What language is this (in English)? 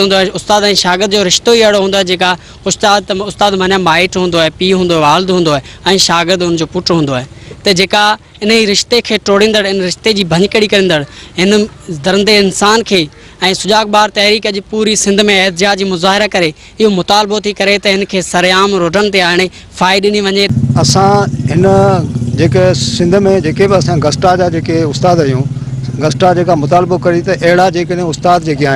Sindhi